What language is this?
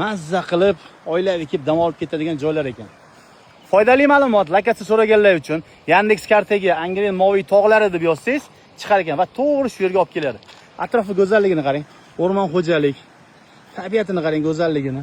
Uzbek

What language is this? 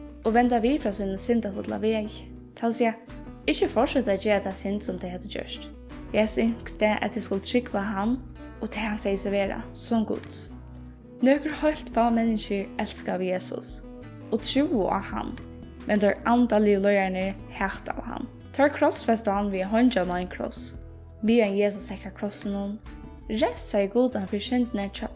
Faroese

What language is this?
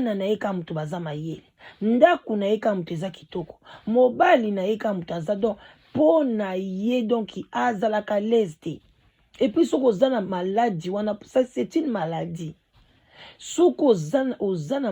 Lingala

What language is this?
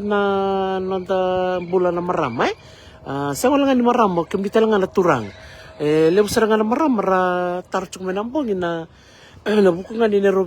Fijian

